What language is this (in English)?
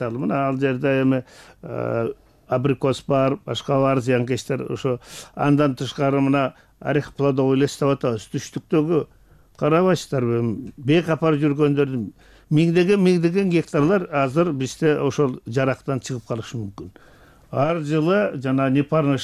Kyrgyz